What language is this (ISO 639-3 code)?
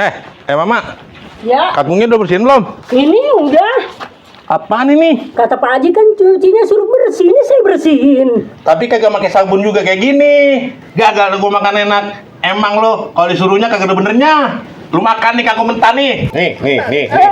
bew